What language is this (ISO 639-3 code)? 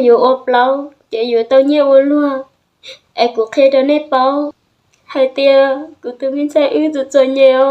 hmn